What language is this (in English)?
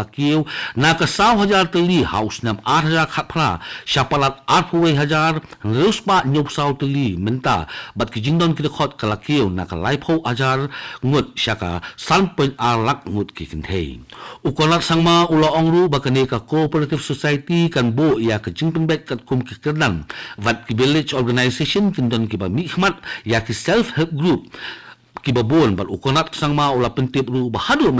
Khasi